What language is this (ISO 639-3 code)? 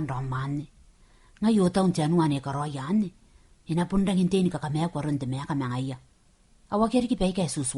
gil